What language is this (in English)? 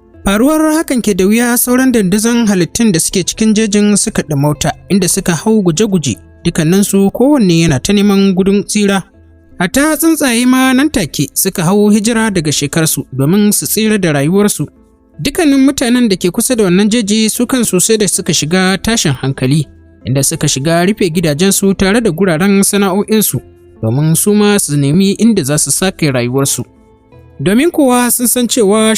Hausa